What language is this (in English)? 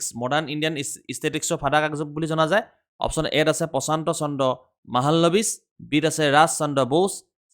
Assamese